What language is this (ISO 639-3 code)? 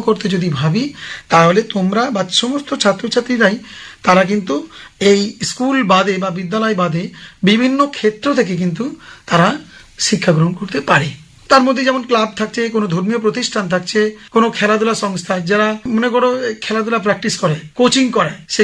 ben